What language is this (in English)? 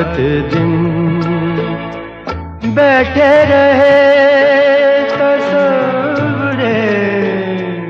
Hindi